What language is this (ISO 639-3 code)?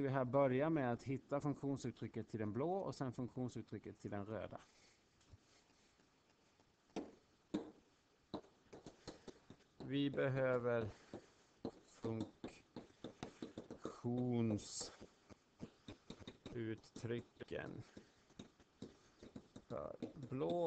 swe